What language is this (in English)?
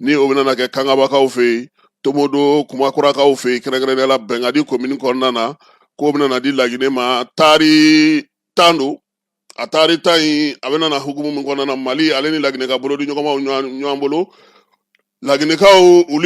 Bambara